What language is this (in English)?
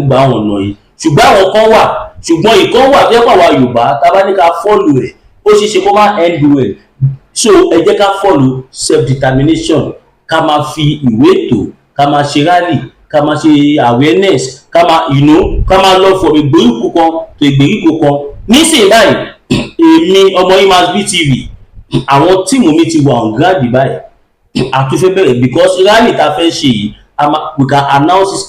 Yoruba